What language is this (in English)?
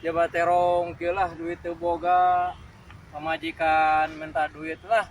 Sundanese